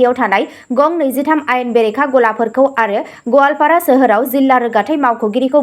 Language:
Bodo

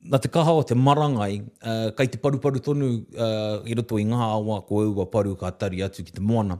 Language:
Māori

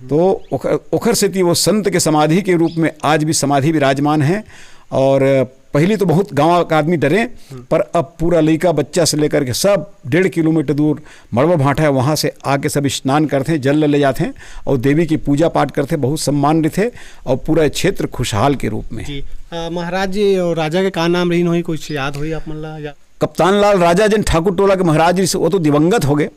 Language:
Chhattisgarhi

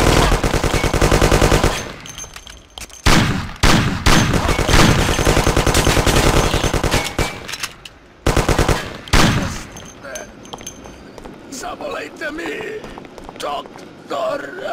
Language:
Czech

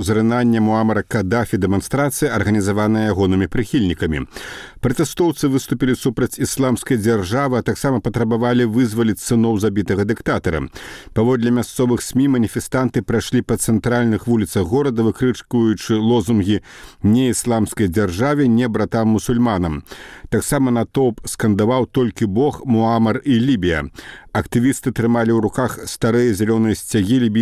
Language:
Belarusian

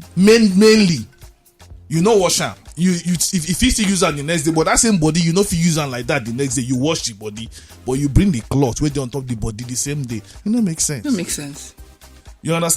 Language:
Nigerian Pidgin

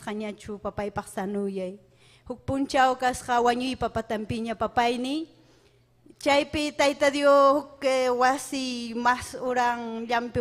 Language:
Ayacucho Quechua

